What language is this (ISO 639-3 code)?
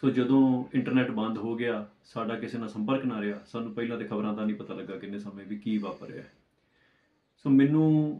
pan